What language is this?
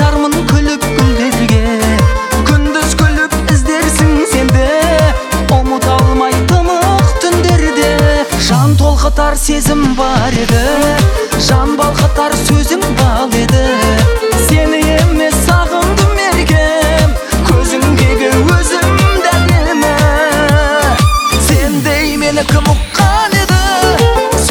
Kazakh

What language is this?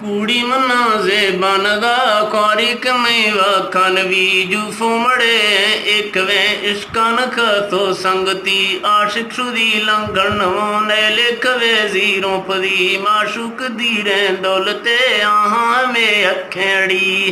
Eastern Balochi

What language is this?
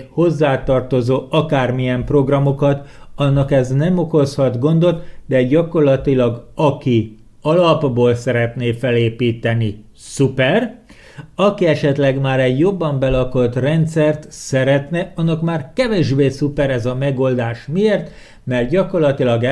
Hungarian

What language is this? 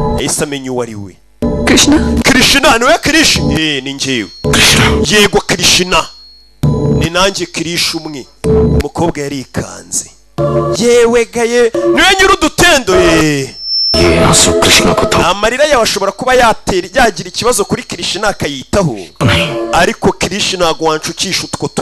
Kinyarwanda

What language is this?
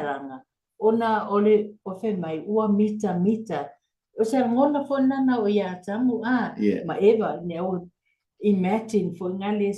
Samoan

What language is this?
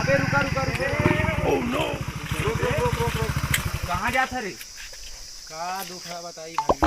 Chhattisgarhi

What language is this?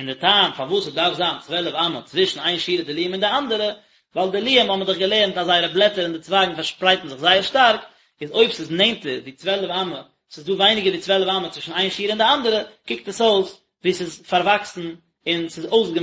Yiddish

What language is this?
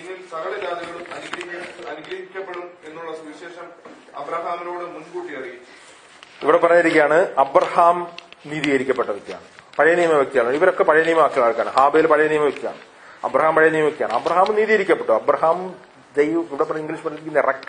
Malayalam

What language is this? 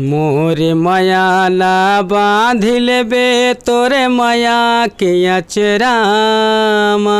Chhattisgarhi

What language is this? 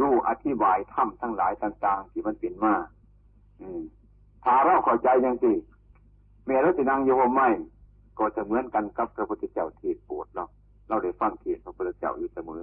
Northeastern Thai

